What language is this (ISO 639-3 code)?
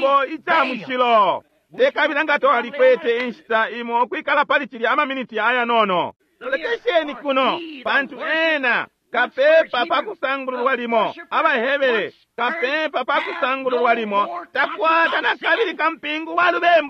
bem